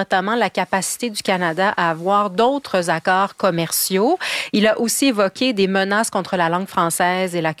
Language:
French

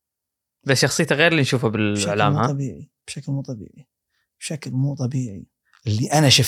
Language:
Gulf Arabic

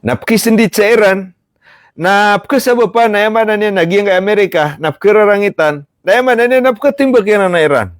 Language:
Maranao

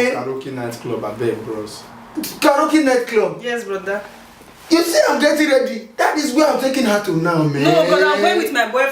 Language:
Nigerian Pidgin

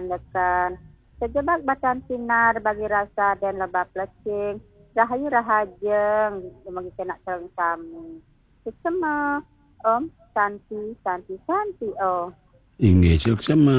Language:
Balinese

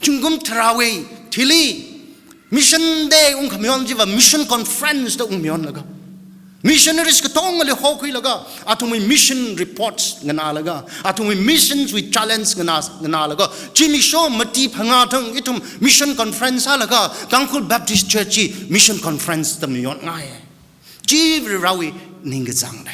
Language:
Tangkhul Naga (India)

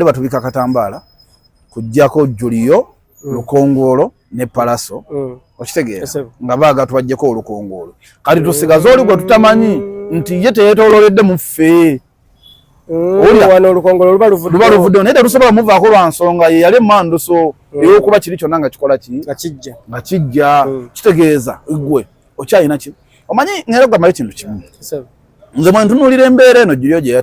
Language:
Ganda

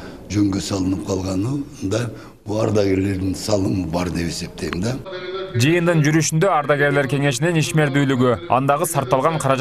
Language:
Kyrgyz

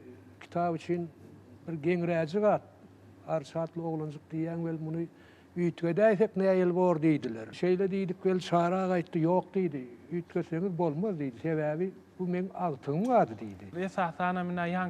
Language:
Turkmen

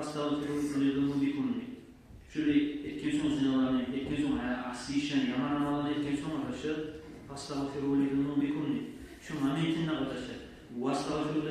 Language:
Kumyk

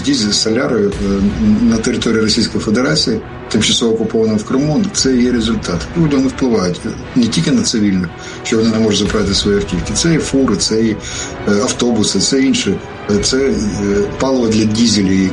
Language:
Ukrainian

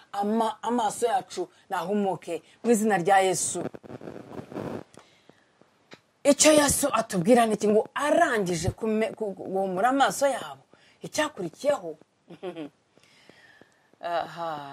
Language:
Kinyarwanda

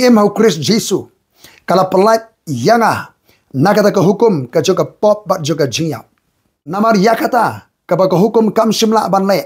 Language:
Khasi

